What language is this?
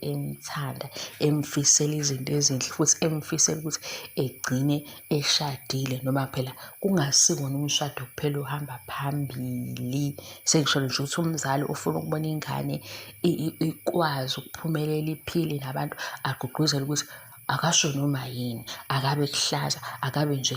Zulu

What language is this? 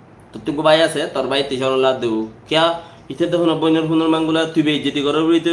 Rohingya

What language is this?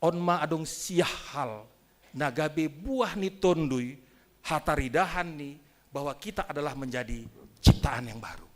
Batak Simalungun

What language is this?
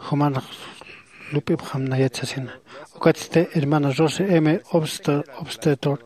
Aymara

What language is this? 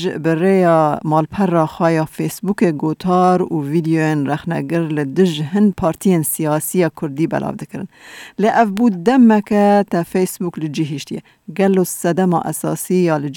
Kurdish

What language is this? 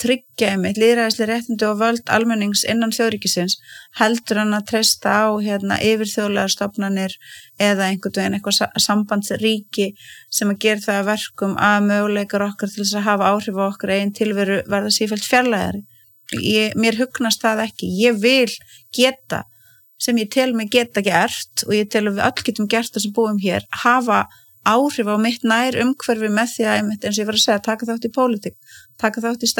Icelandic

